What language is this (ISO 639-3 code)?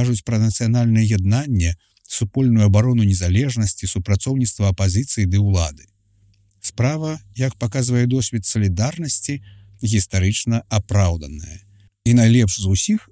bel